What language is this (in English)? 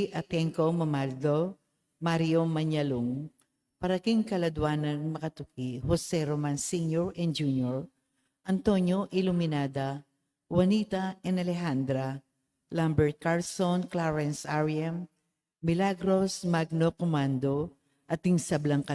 Pampanga